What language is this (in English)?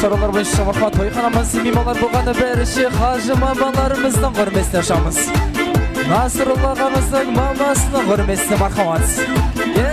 Kara-Kalpak